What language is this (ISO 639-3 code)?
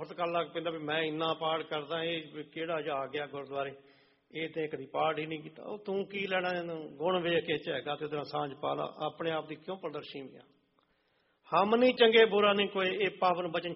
pan